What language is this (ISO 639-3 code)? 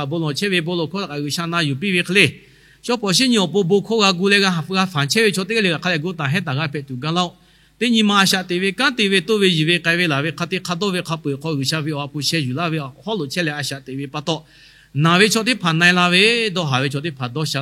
lhu